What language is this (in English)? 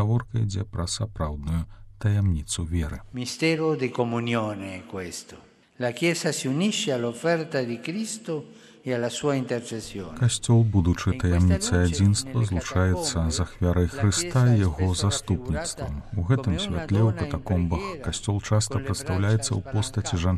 Belarusian